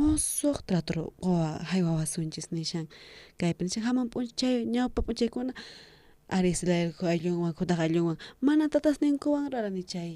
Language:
South Bolivian Quechua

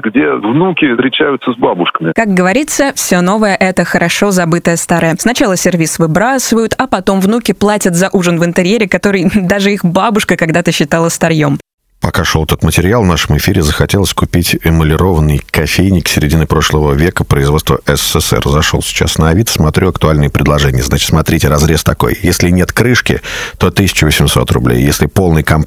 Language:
Russian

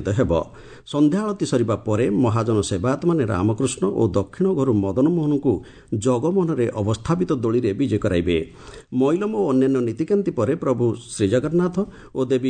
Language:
Odia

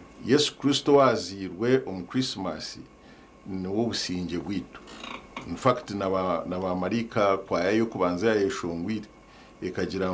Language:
Nyankole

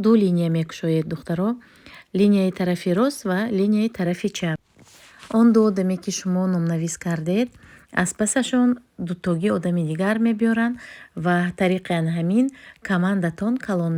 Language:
Tajik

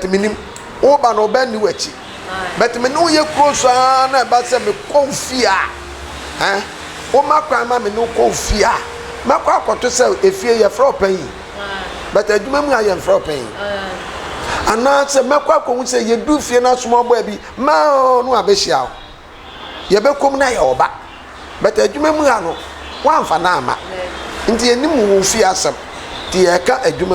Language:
Akan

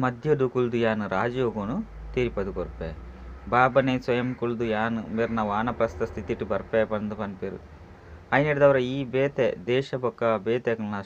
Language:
Tulu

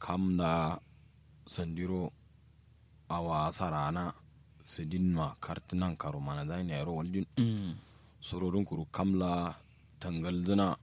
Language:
Kanuri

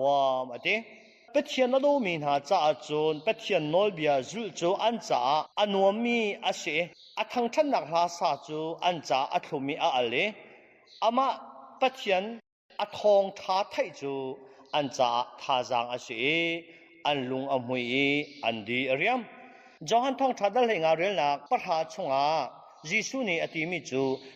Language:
Hakha Chin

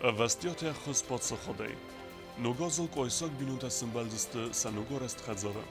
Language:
Ossetic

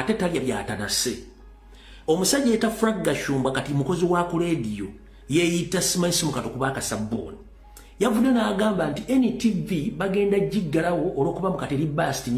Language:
Ganda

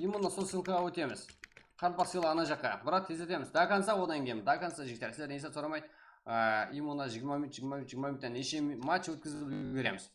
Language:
Kara-Kalpak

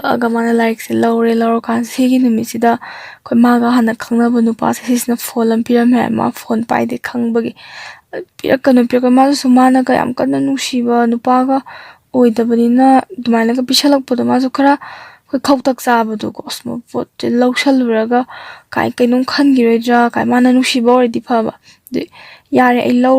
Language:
Manipuri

